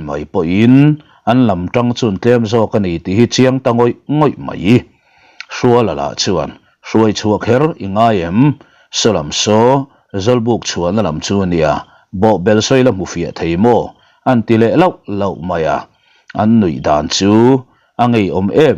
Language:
Mizo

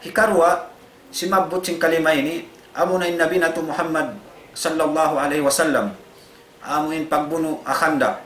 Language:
Tausug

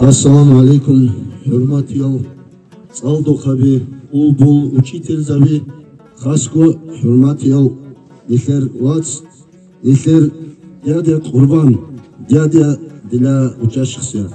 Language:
Avaric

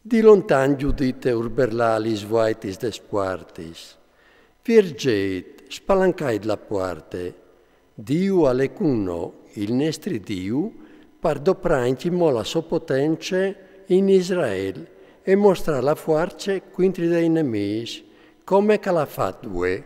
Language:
Friulian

